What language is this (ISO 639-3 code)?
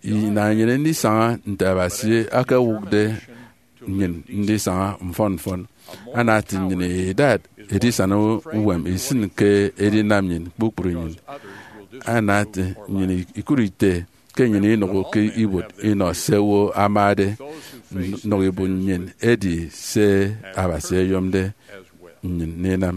efi